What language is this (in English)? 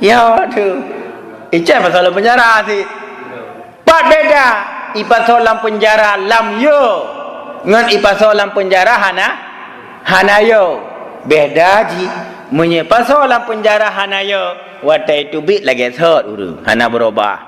Achinese